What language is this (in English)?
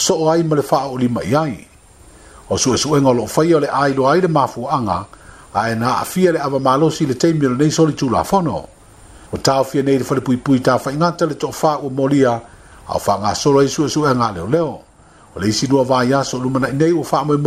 Samoan